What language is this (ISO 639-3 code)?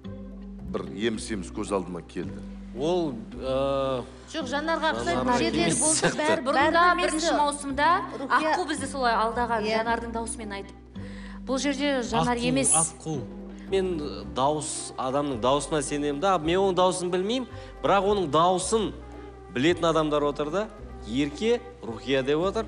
kaz